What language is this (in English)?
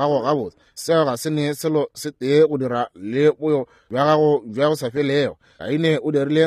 Northern Sotho